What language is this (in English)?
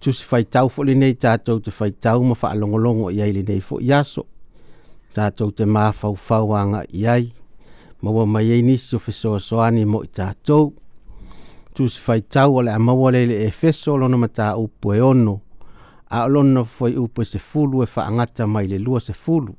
Samoan